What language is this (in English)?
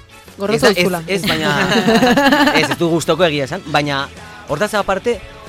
Basque